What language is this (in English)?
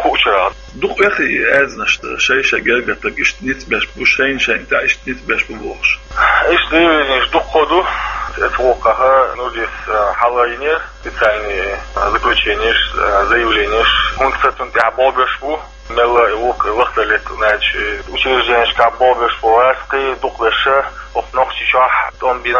Chechen